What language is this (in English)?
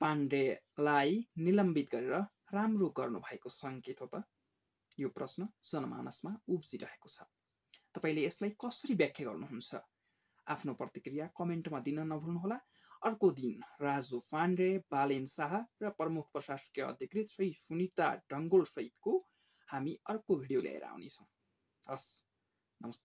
Nepali